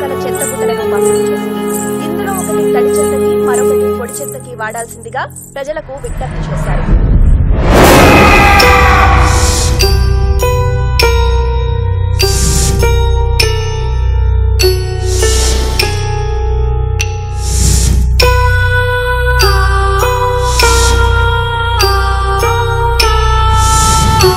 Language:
Telugu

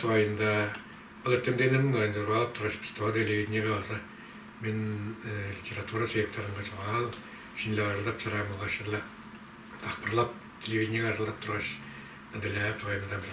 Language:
Tuvinian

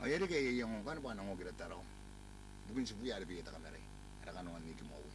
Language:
Gilbertese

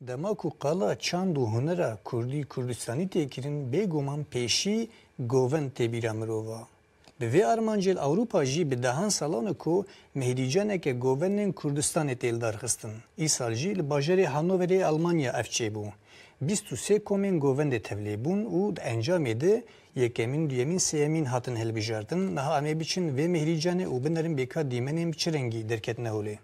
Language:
Kurdish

